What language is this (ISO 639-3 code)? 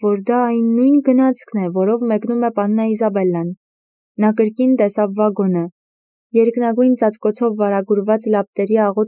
hye